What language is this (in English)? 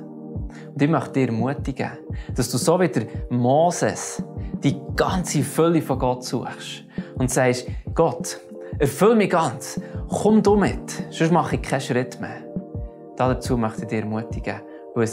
Swiss German